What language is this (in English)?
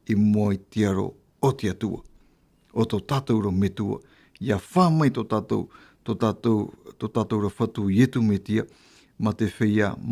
Tahitian